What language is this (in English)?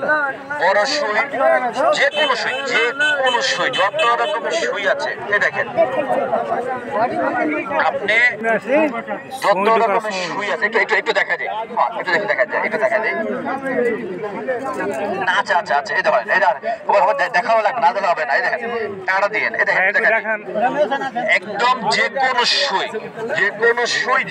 Bangla